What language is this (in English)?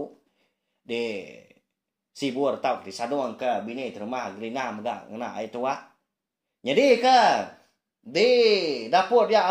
Iban